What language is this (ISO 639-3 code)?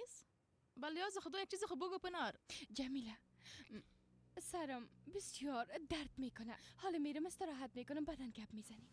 fas